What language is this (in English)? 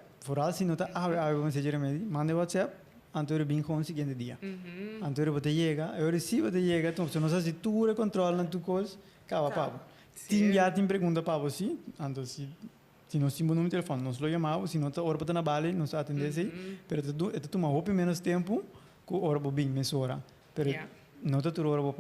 Papiamento